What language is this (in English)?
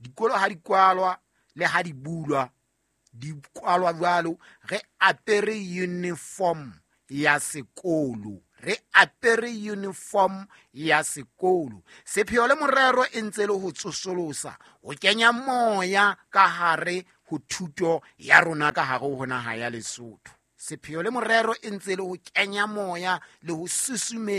Southern Sotho